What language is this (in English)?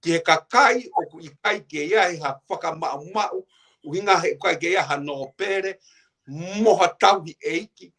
Tongan